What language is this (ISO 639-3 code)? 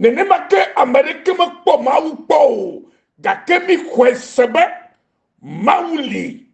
ewe